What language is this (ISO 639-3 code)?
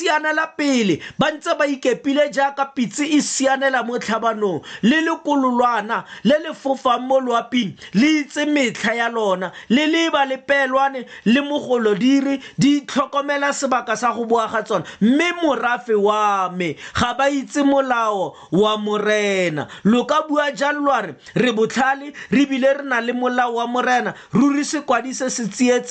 tsn